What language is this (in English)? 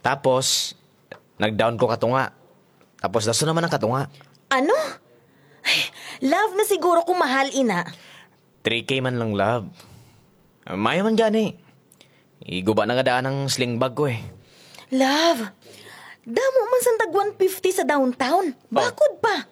Hiligaynon